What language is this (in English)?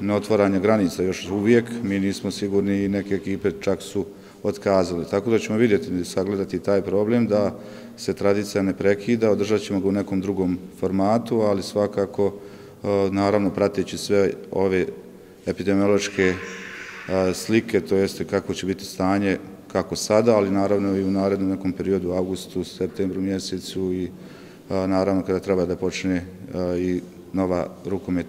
Bosnian